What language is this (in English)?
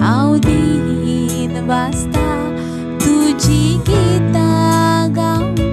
Konkani